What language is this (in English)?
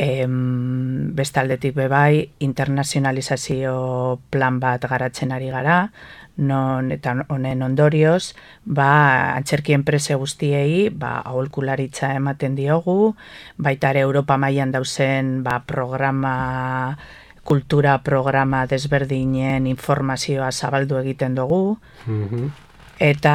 Basque